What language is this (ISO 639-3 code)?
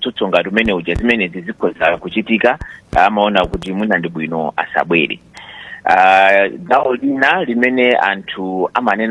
nya